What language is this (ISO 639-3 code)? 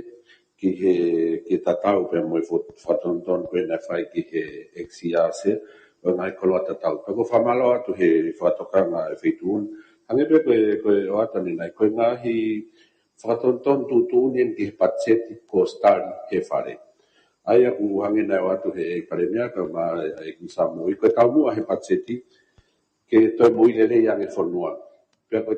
ton